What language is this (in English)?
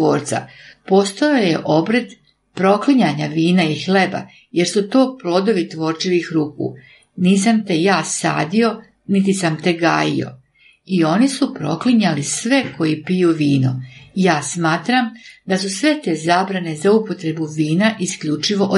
Serbian